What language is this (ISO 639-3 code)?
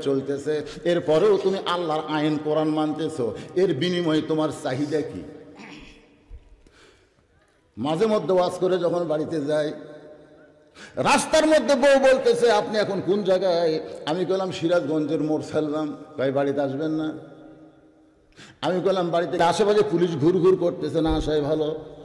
ben